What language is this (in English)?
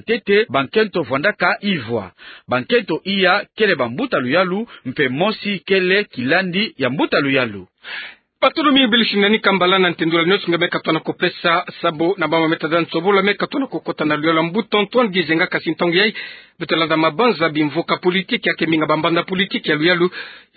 Kituba (Democratic Republic of Congo)